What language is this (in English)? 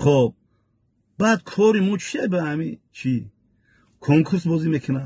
Tajik